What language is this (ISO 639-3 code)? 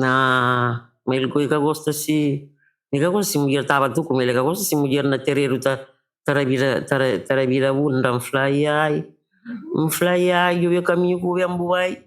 kea